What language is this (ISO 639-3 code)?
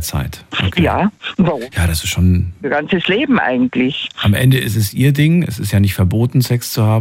deu